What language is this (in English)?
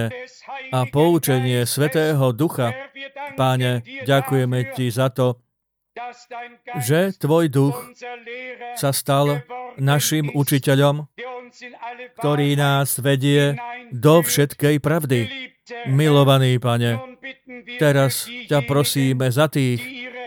Slovak